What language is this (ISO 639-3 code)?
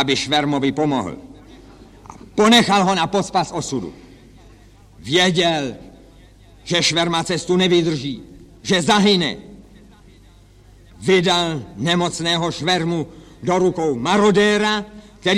ces